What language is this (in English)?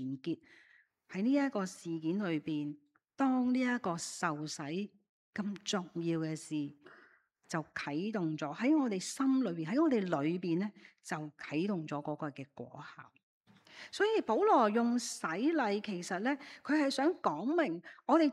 Cantonese